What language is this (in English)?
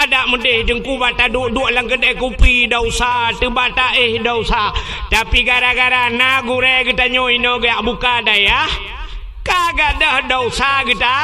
Achinese